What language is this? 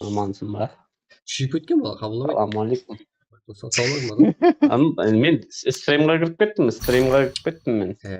Kara-Kalpak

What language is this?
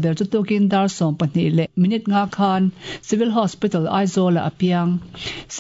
Mizo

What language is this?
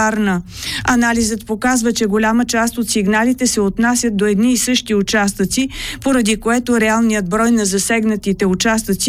Bulgarian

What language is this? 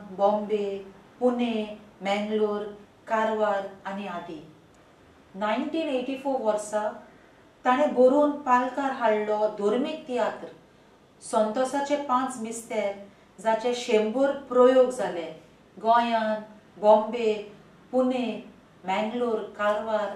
Konkani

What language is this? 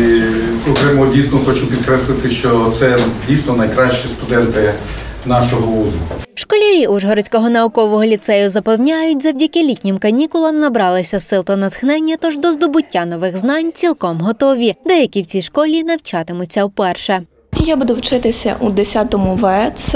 Ukrainian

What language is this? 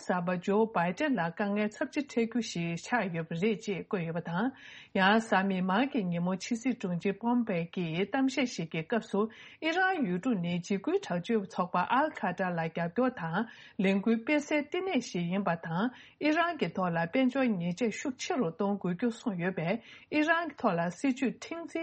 Tibetan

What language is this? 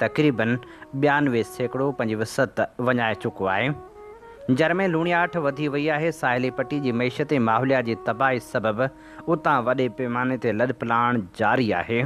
Sindhi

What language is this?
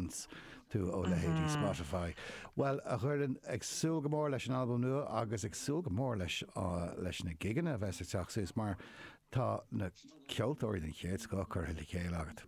Irish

